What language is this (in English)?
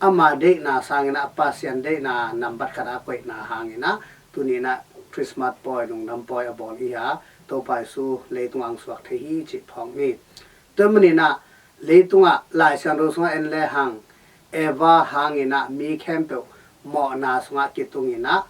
Tedim Chin